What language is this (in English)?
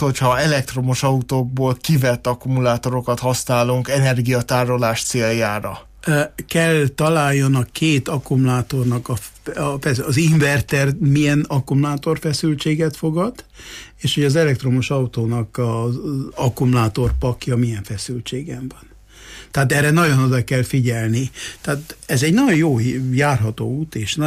Hungarian